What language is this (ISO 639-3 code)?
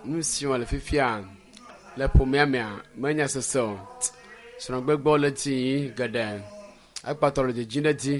ewe